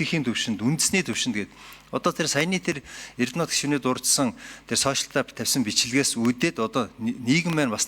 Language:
Mongolian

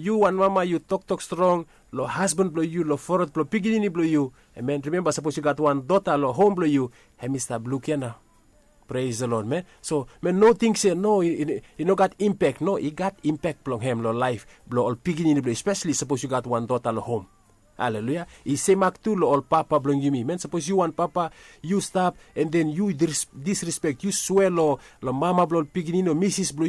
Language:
Bislama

